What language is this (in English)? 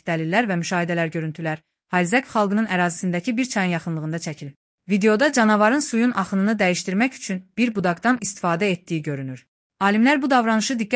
Azerbaijani